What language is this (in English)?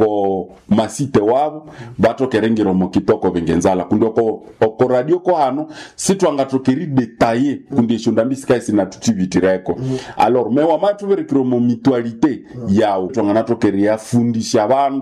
Nande